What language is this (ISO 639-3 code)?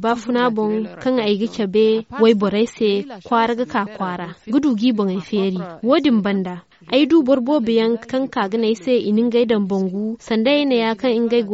dje